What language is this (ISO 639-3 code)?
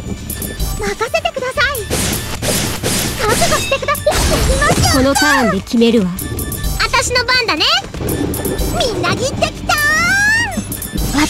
jpn